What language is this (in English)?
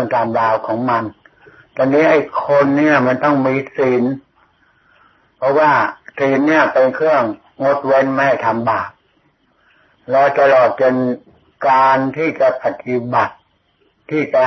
Thai